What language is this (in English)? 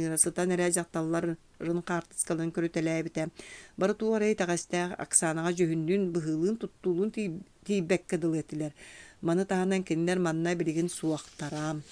Yakut